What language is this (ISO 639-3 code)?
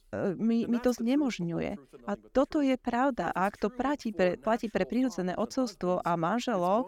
slk